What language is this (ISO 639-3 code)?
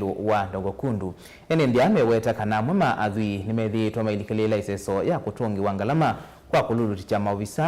kam